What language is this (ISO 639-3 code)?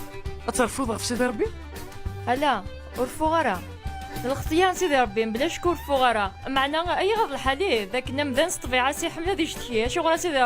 kab